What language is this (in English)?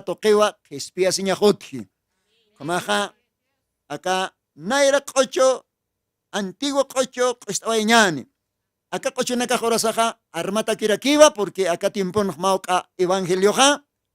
Aymara